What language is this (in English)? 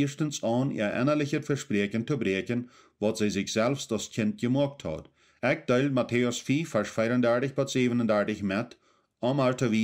Plautdietsch